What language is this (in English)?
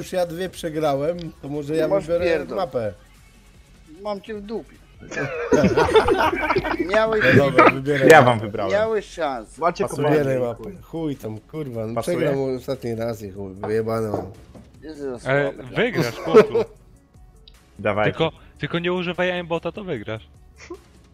Polish